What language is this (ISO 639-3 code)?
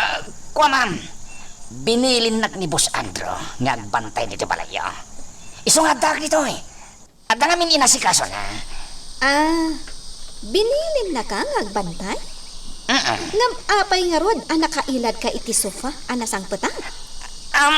ilo